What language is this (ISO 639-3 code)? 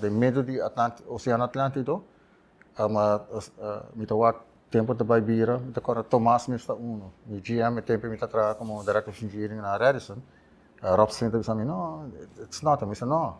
pap